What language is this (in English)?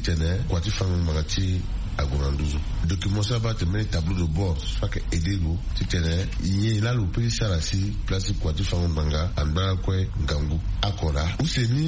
Sango